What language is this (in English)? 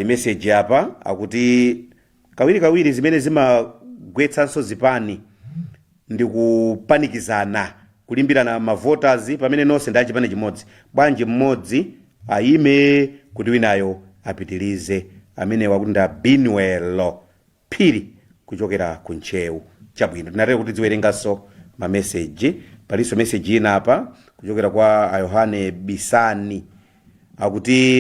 Nyanja